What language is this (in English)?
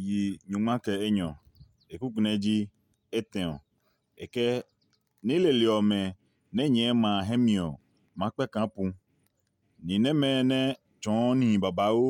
Adangme